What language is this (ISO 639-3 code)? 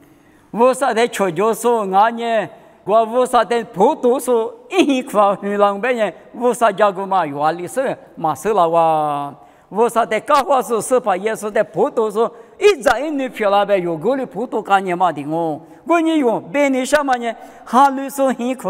lis